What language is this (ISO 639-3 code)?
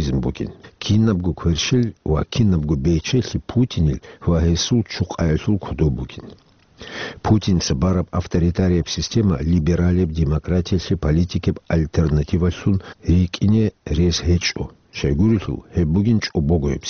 ava